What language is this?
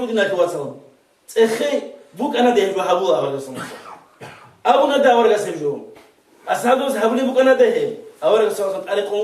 Avaric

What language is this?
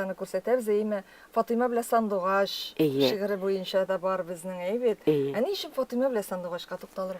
Tatar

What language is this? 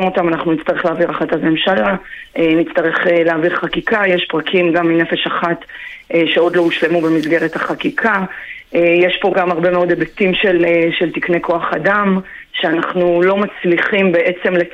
Hebrew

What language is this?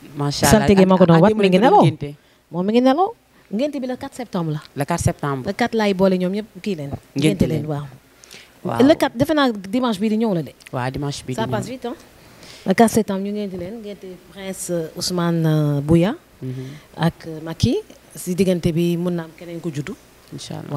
Wolof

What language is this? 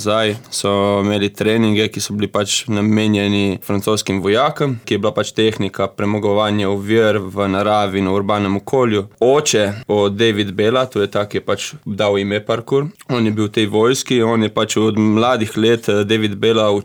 Slovenian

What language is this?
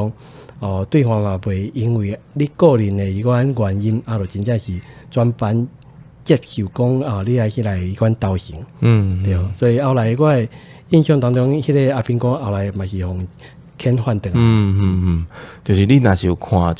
Min Nan Chinese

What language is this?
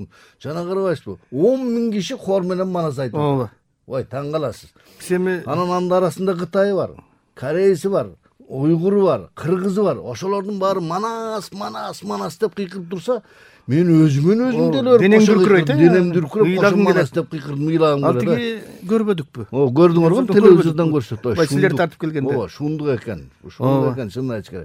Kyrgyz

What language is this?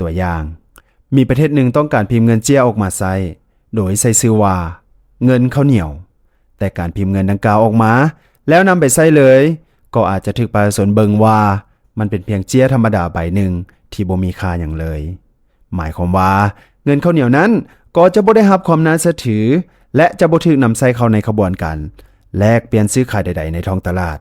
Lao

